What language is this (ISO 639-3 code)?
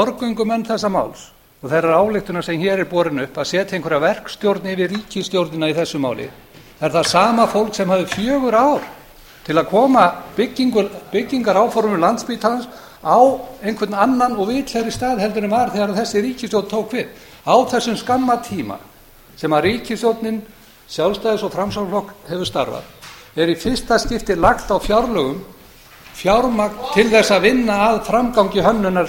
isl